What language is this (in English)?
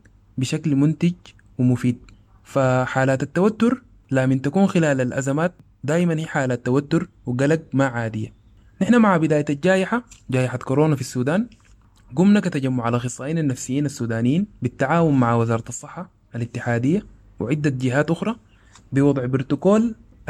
Sudanese Arabic